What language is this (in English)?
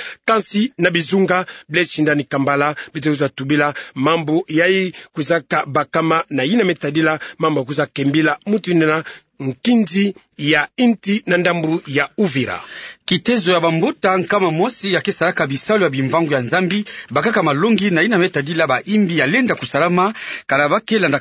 Kituba (Democratic Republic of Congo)